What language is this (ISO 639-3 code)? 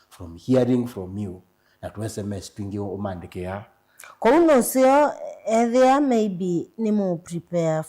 kam